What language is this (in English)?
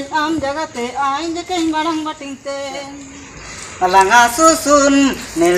Ho